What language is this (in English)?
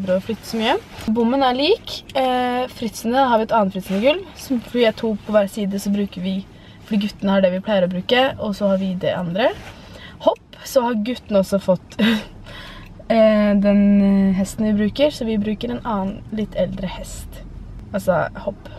Norwegian